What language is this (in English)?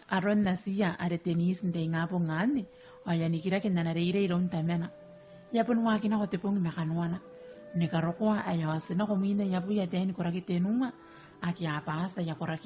Gilbertese